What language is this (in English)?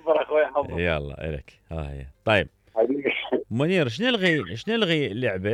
Mesopotamian Arabic